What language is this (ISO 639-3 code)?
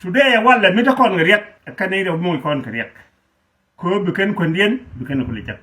nus